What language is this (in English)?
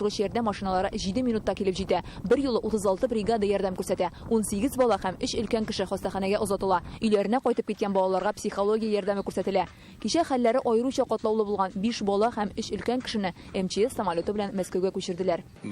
Tatar